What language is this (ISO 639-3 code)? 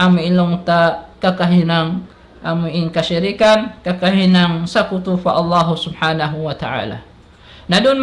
tsg